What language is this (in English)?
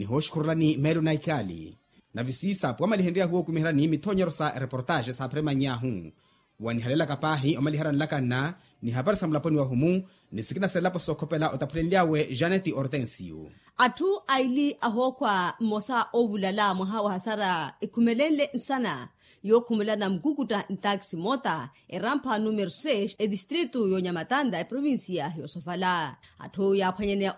Makhuwa